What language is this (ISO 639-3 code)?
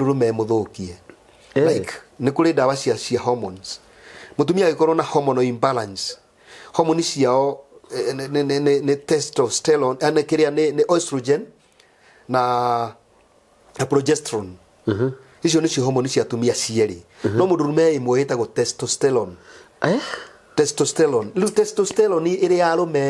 kik